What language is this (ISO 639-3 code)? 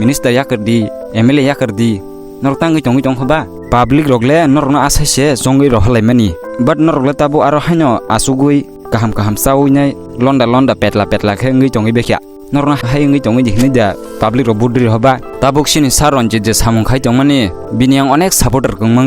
trp